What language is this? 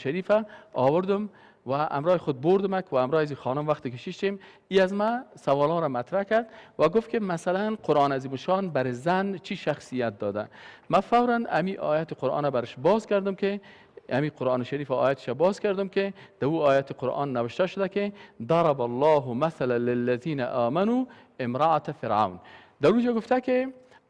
Persian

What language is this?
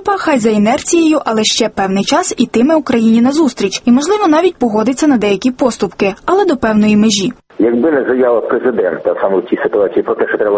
Ukrainian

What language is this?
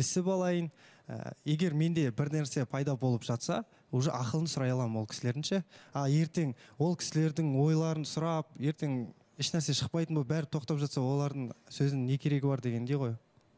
Kazakh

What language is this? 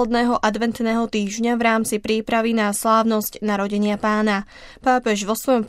Slovak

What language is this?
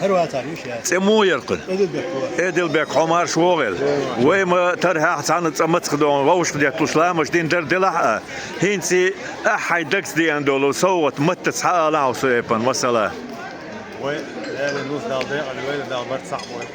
Chechen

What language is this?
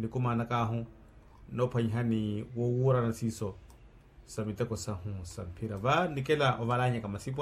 Makhuwa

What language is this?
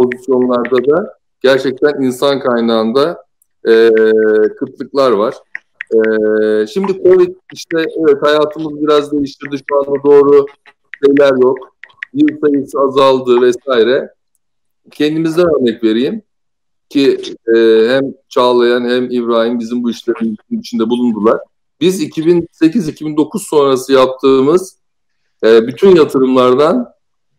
Turkish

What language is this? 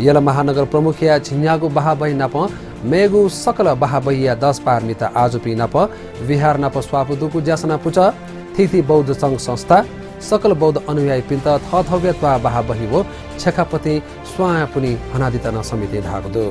Newari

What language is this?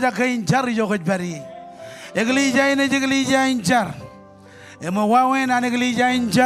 Marshallese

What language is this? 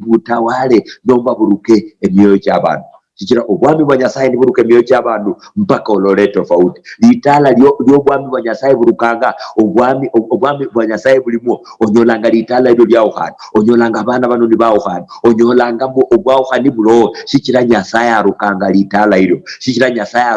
Luyia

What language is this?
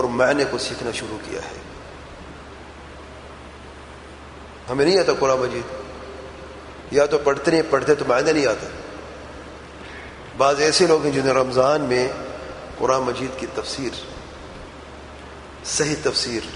Urdu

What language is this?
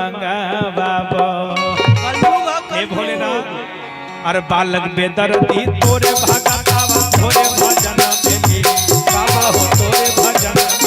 Magahi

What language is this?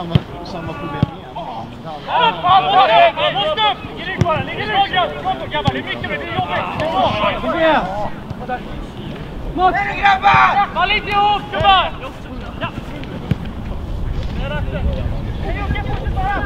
Swedish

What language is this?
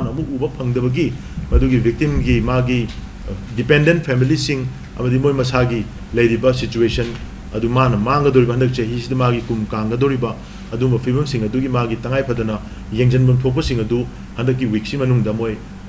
Manipuri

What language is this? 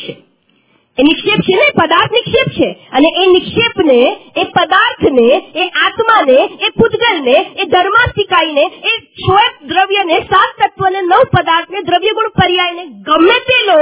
Gujarati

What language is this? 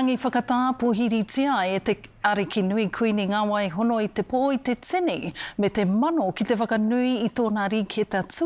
Māori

